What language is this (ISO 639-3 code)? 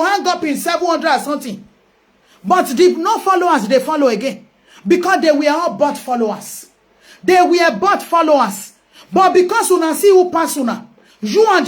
pcm